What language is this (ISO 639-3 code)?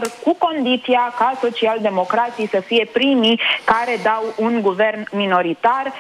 ron